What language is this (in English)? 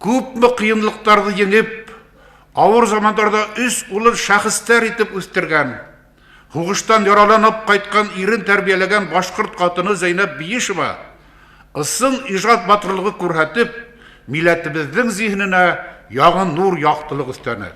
Bashkir